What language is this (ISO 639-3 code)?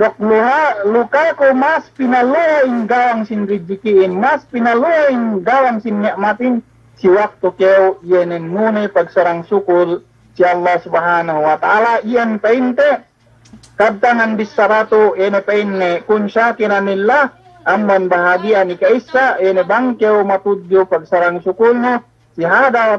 yka